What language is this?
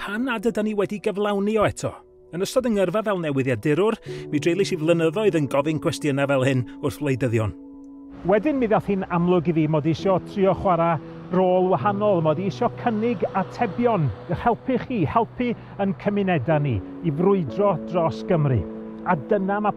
Welsh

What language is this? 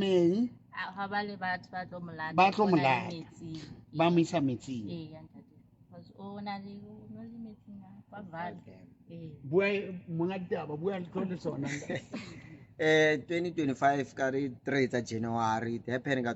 Southern Sotho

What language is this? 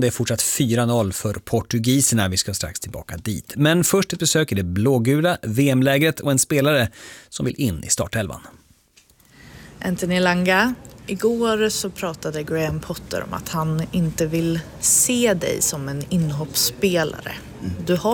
Swedish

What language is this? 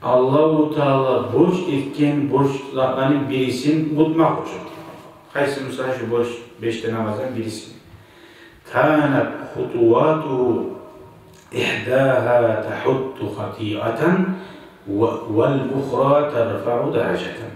Kumyk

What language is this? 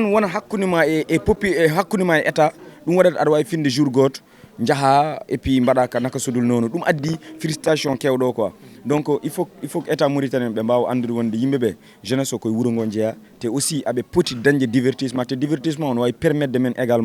Fula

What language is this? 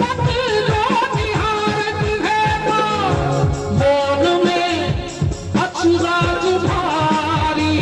Maithili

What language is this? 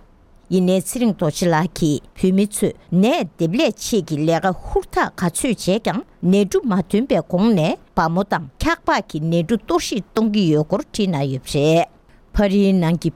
Tibetan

